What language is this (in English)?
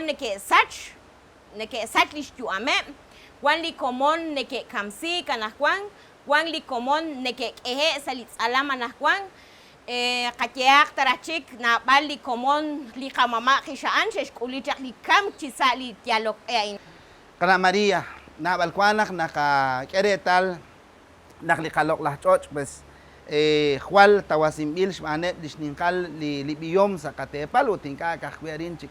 Kekchí